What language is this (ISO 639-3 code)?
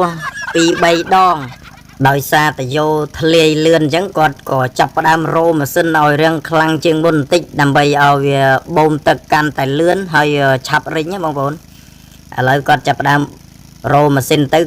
khm